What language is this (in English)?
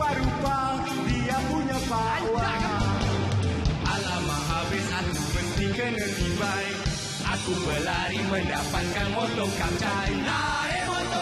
Malay